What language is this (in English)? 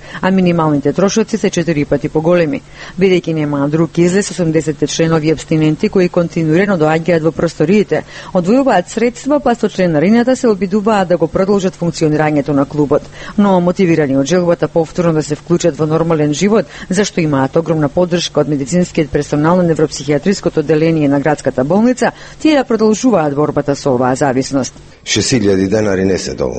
Macedonian